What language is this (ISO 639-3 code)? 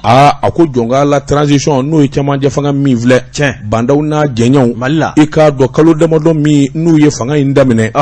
bam